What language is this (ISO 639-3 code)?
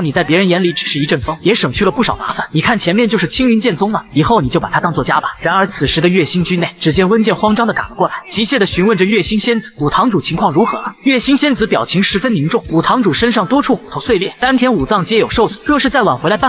zho